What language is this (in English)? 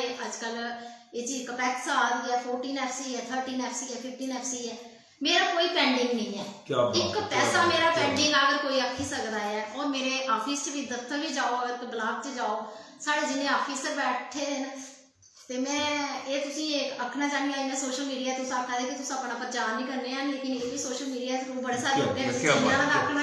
Dogri